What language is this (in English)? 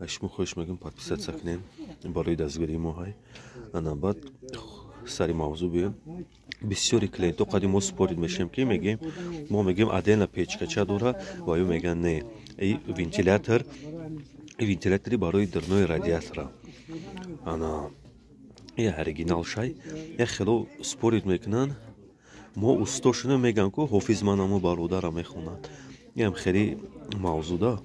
Tajik